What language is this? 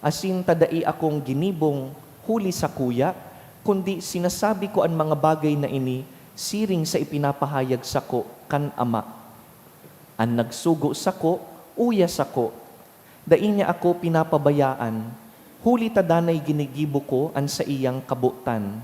Bikol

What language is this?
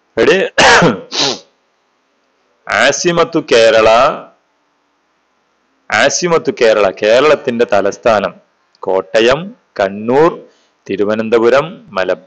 Malayalam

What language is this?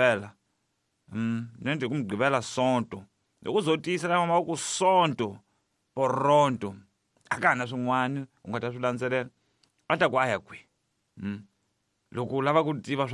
Tsonga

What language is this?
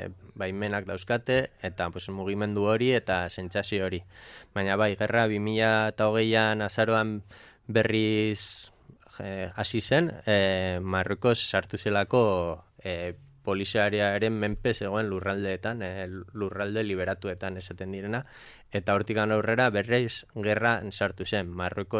Basque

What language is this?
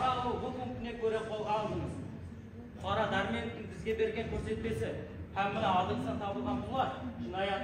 Kara-Kalpak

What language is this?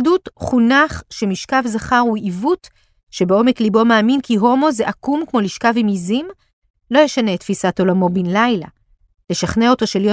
Hebrew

